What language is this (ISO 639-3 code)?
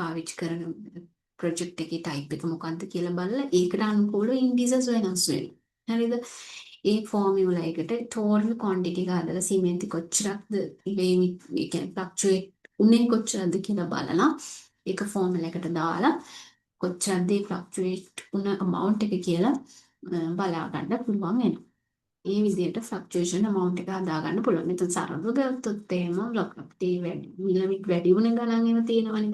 sin